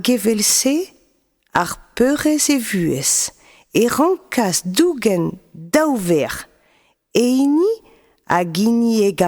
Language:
Breton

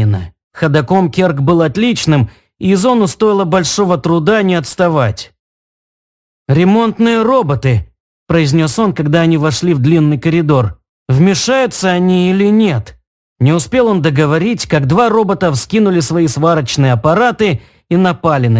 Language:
Russian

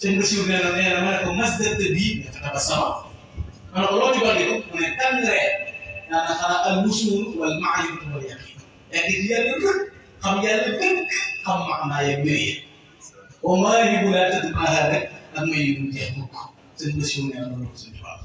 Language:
Wolof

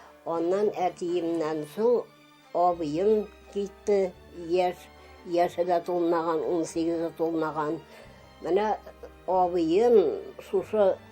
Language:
Tatar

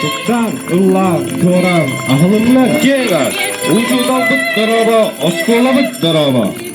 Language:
Yakut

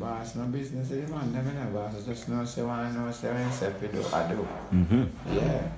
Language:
Jamaican Creole English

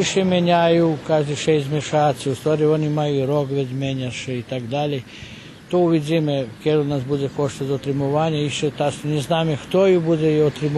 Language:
Rusyn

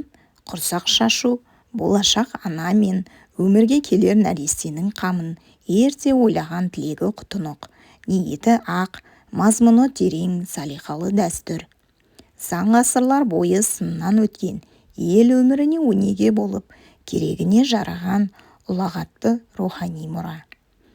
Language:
Kazakh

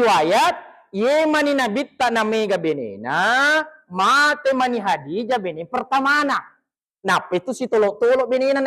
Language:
Buginese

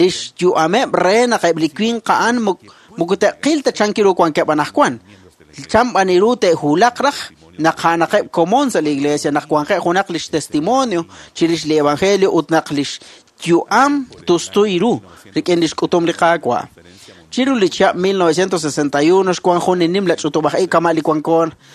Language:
Kekchí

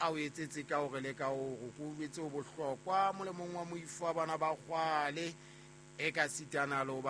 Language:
Southern Sotho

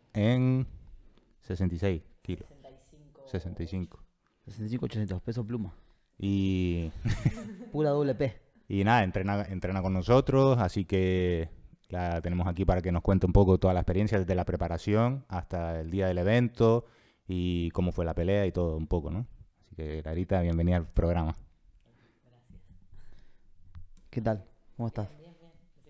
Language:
Spanish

